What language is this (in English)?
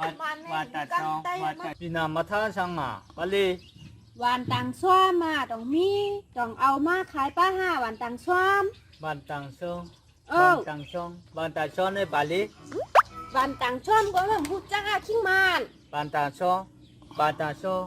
Shan